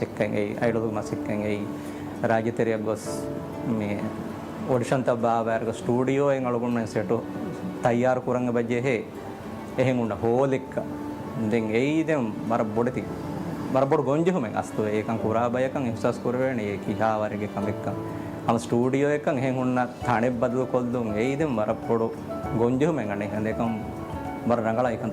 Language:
Divehi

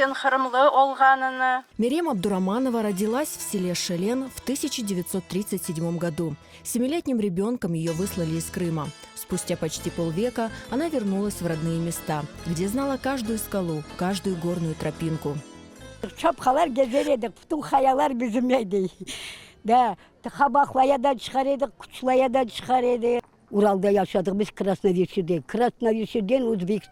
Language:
Crimean Tatar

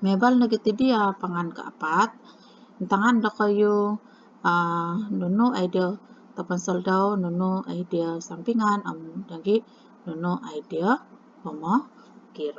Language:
Central Dusun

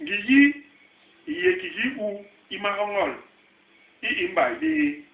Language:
Basaa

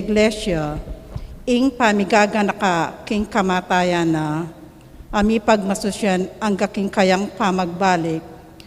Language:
Pampanga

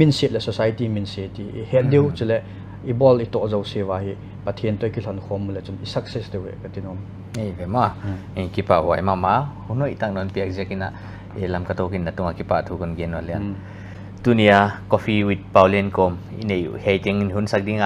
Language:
Paite Chin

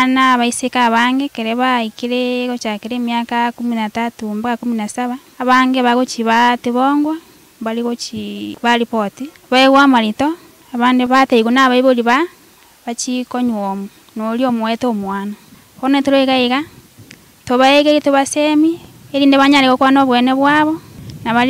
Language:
Gusii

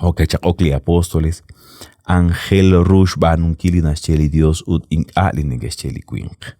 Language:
Kekchí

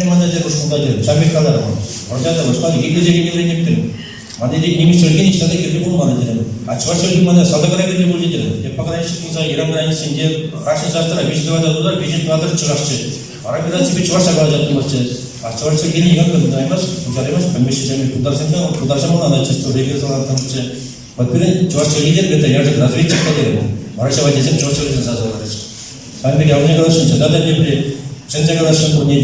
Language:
Chuvash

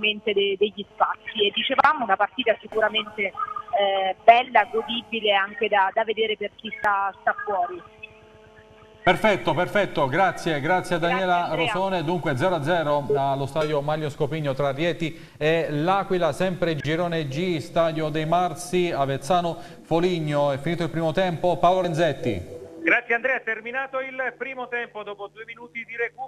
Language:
Italian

